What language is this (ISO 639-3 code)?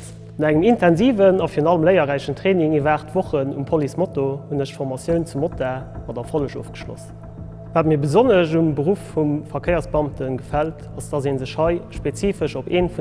ltz